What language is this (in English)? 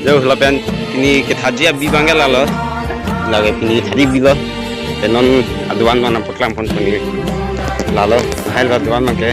Karbi